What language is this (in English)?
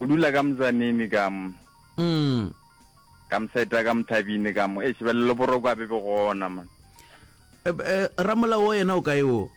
Northern Sotho